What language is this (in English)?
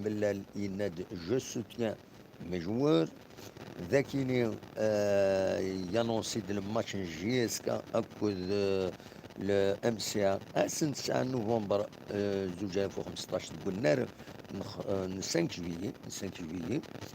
Kabyle